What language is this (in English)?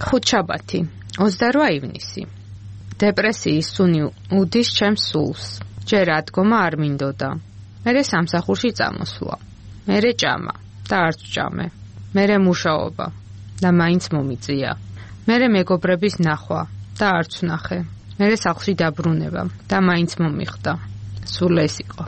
Georgian